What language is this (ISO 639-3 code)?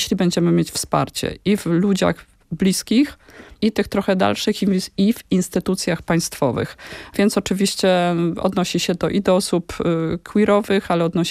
pol